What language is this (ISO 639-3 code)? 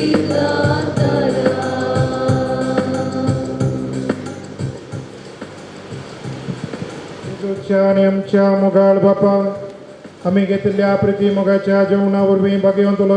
kok